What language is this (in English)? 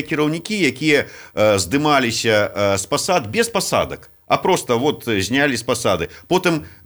Belarusian